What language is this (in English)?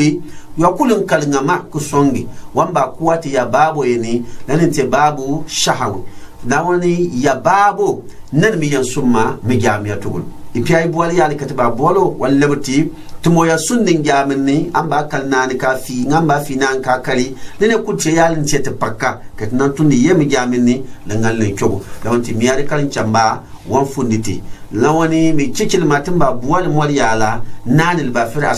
Gourmanchéma